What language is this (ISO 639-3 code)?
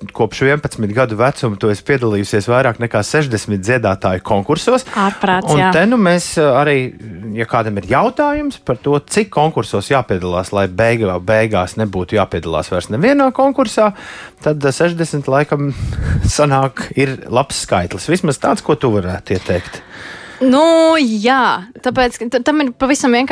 lav